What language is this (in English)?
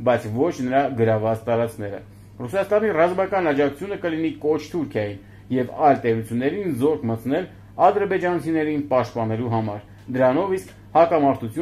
Armenian